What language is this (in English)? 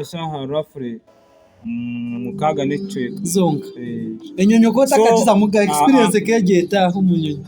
Nyankole